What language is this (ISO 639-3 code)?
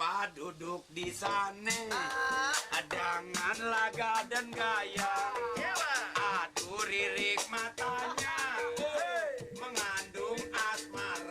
bew